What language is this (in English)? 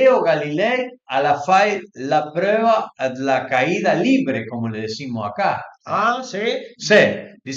Piedmontese